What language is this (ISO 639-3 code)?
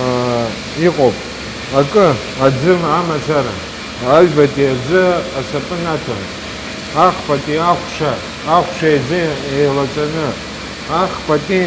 abk